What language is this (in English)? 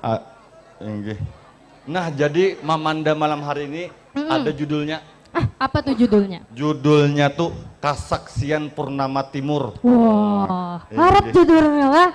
Banjar